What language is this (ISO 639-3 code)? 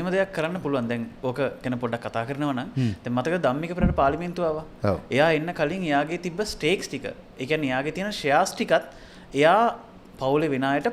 sin